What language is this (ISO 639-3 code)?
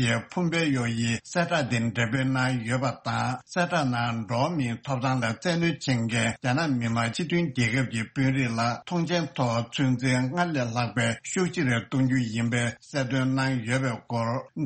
bod